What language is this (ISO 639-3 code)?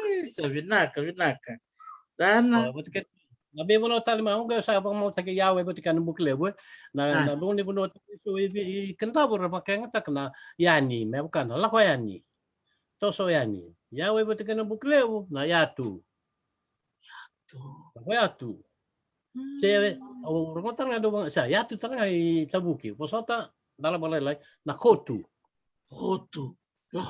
fij